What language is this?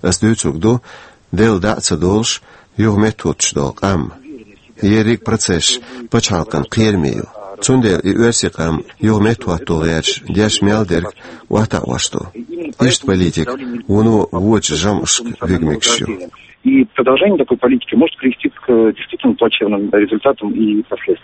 Chechen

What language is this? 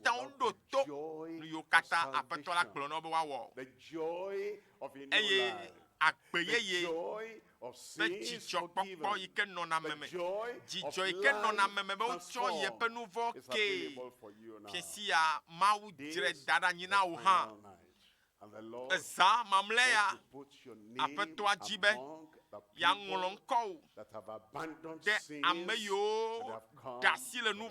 Ewe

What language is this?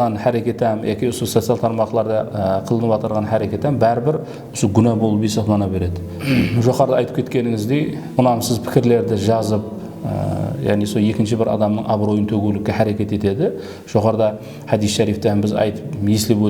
Kara-Kalpak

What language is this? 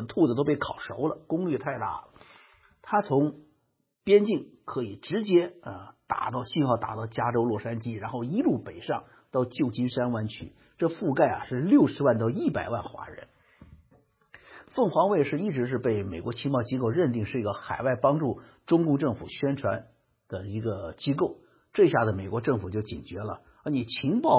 Chinese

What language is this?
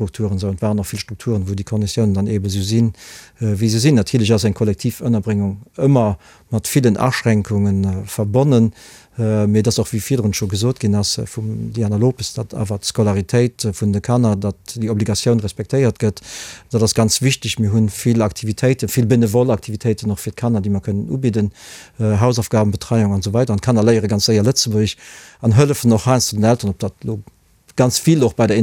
Luxembourgish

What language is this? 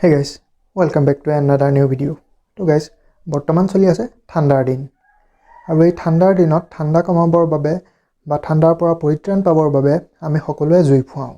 Assamese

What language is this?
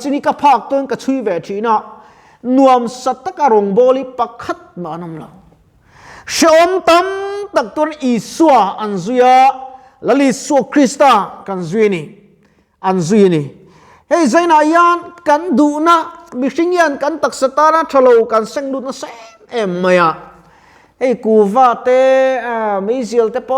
Mizo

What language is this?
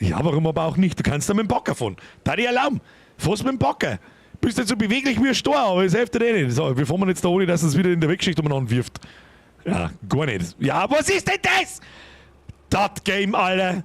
Bavarian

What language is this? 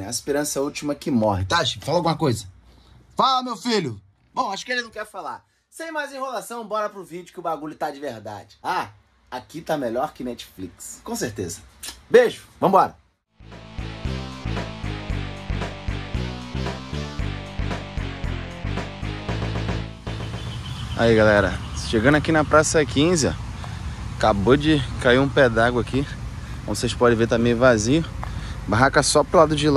Portuguese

